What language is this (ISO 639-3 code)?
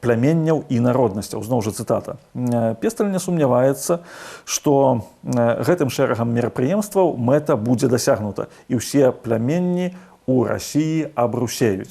bel